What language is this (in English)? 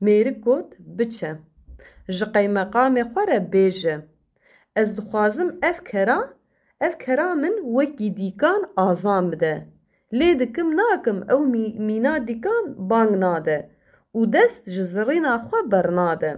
Kurdish